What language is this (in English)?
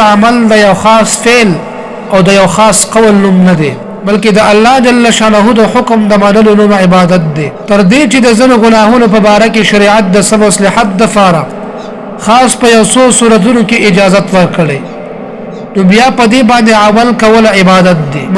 Pashto